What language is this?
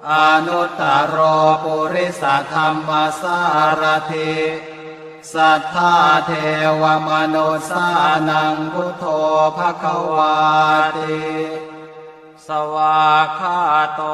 Pali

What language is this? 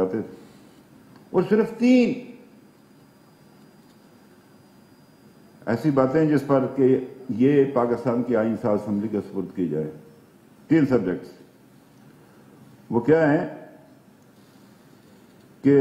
Urdu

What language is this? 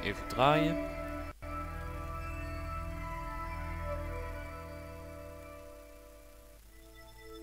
Dutch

